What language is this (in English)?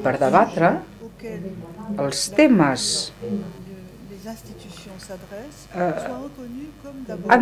Catalan